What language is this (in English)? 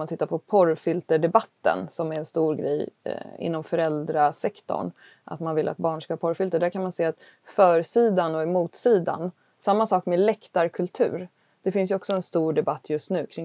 Swedish